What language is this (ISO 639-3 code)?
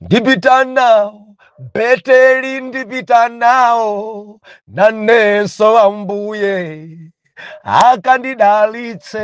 nya